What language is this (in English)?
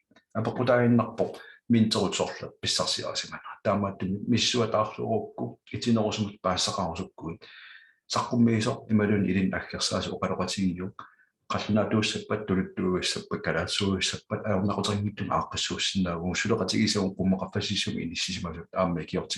Kalaallisut